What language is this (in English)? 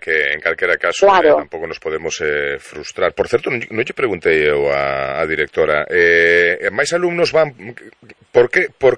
Galician